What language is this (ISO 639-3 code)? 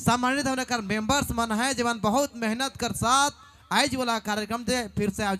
sck